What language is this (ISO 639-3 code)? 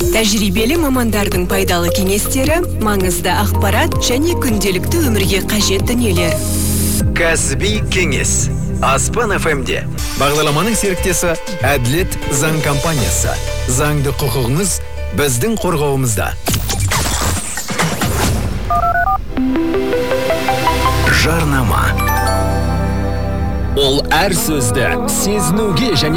kaz